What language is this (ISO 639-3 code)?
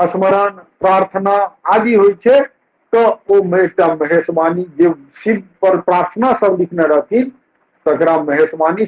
mai